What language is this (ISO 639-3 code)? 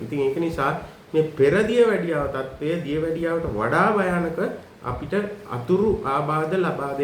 sin